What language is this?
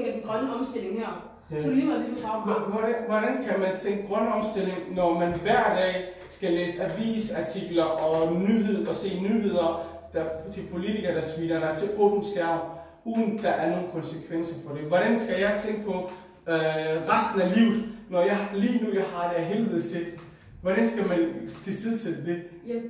Danish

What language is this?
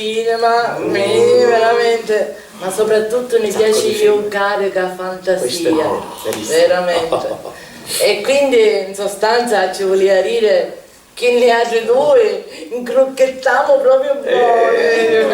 Sicilian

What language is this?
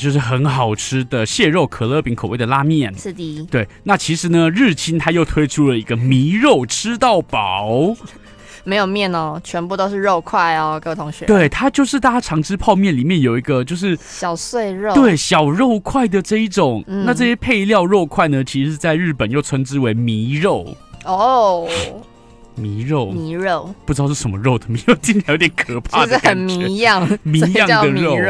Chinese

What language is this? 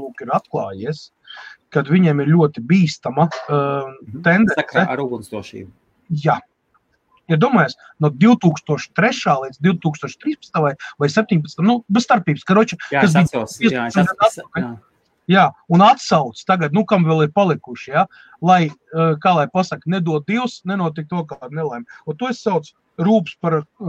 Latvian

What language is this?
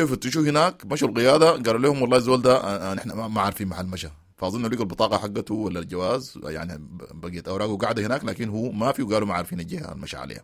Sudanese Arabic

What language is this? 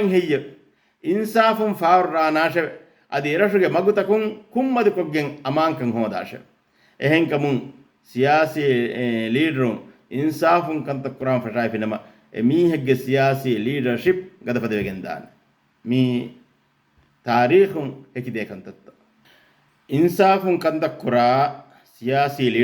Divehi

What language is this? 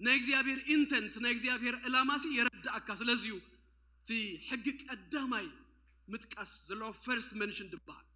Tigrinya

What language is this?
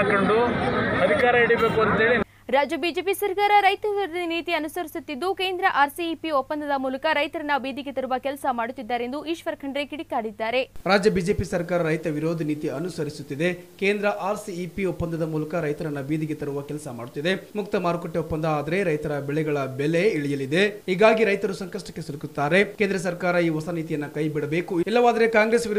Kannada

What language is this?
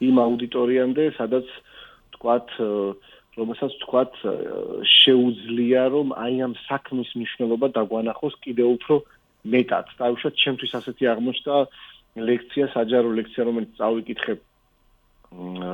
Georgian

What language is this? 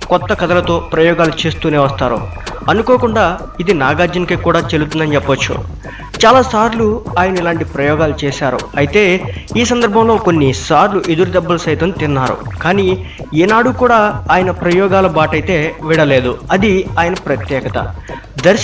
Telugu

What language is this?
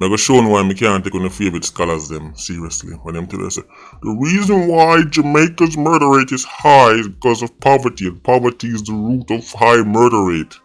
Jamaican Creole English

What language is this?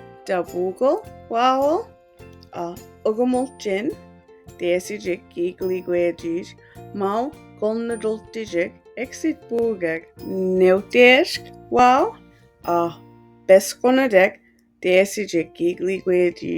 Mi'kmaw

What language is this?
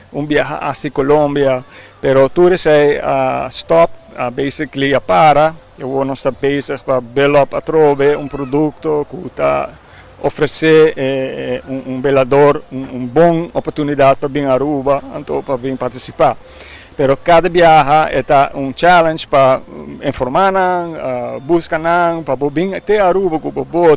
Papiamento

